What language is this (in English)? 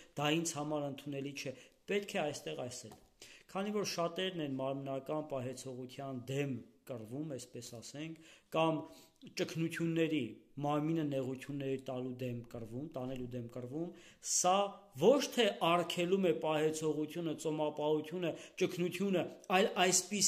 Armenian